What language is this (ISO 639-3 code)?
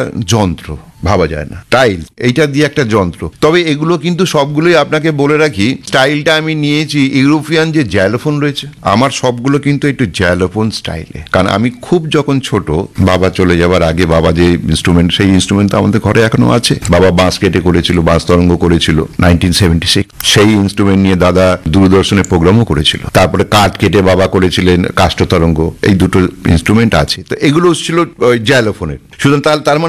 ben